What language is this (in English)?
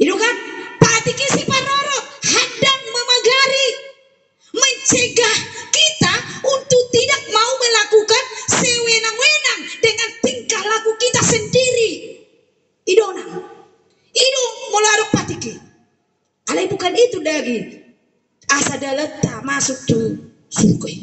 Batak Toba